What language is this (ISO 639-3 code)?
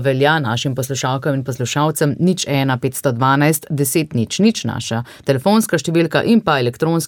slv